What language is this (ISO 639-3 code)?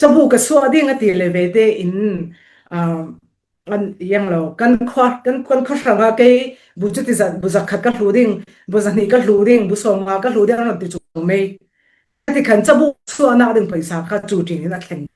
cfm